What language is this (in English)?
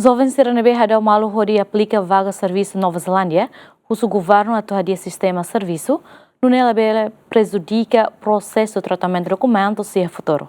Tetum